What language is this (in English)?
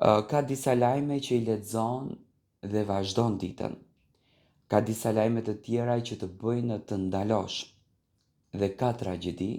Albanian